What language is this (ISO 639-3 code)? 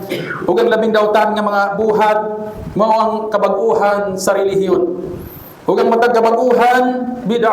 ceb